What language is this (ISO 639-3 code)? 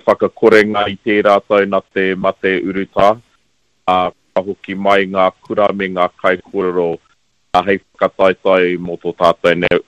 mri